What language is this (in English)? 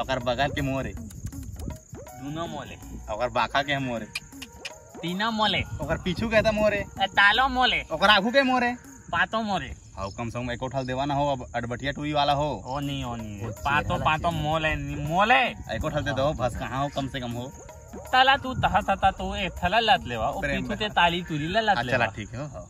Chhattisgarhi